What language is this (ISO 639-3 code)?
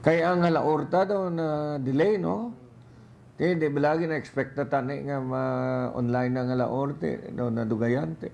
hil